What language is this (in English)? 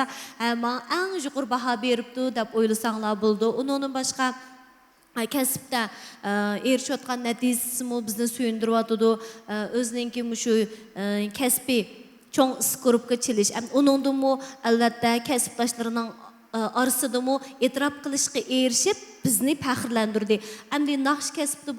Uyghur